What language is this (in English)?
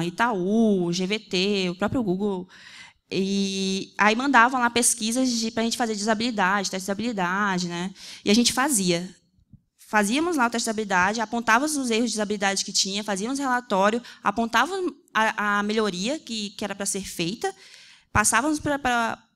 Portuguese